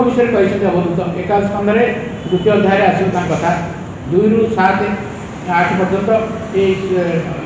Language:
Odia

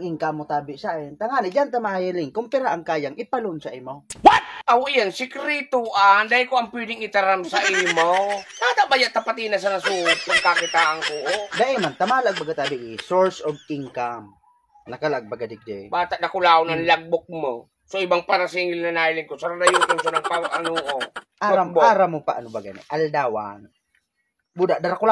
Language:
Bikol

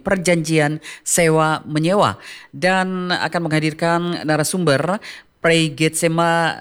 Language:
Indonesian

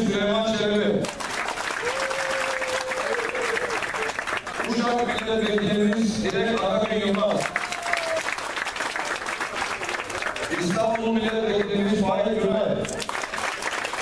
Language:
Turkish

